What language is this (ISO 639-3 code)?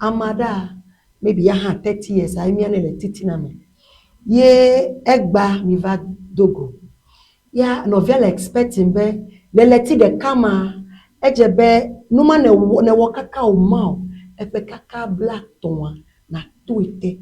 ewe